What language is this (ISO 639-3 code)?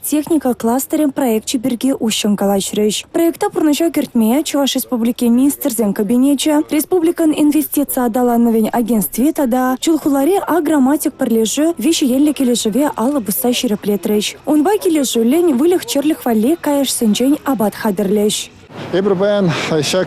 chv